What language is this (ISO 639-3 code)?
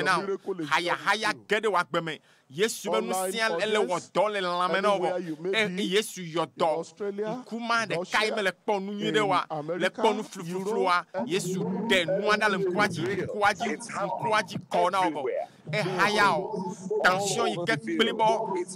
ewe